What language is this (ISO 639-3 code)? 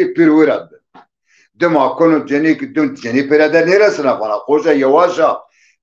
zza